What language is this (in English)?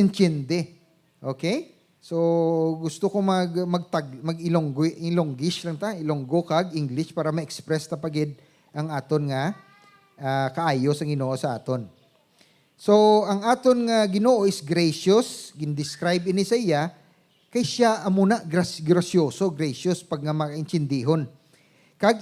Hiligaynon